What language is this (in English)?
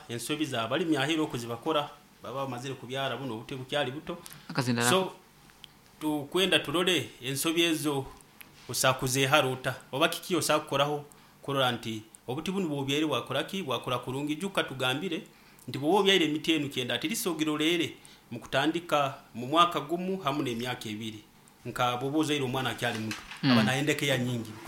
Nyankole